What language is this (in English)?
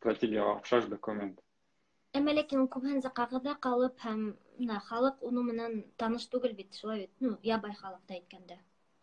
Bashkir